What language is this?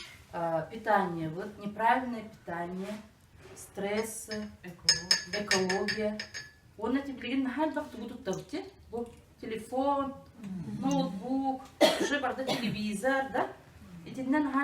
Yakut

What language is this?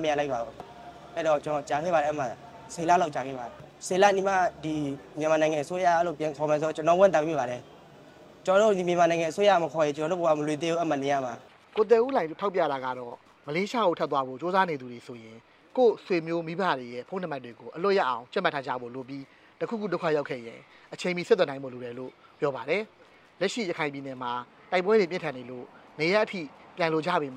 Burmese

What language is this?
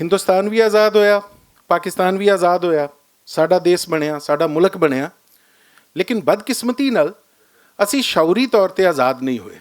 Western Panjabi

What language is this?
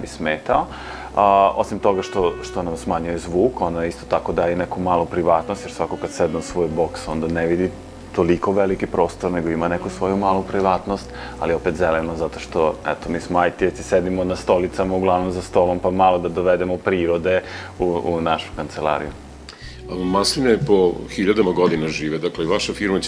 Serbian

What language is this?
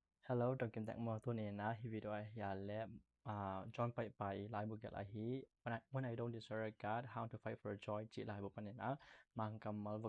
Tedim Chin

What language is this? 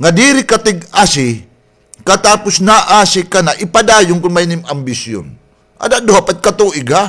Waray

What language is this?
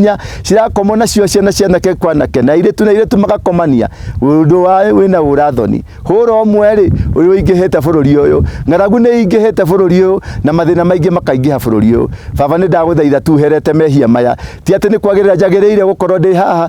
Kikuyu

